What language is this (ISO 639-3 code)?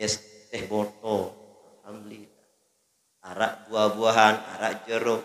sas